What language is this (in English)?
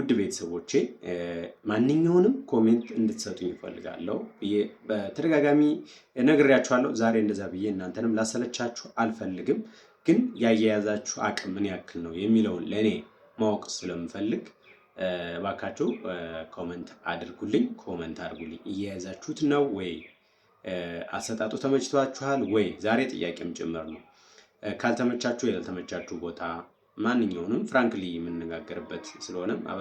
Amharic